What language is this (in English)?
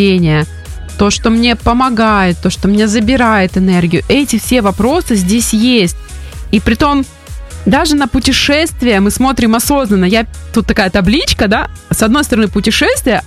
Russian